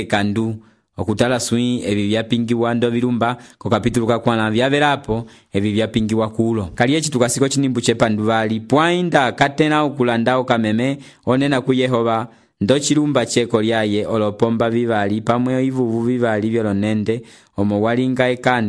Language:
Umbundu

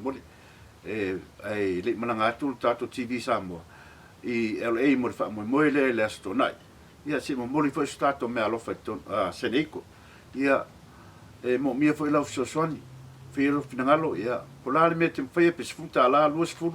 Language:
Samoan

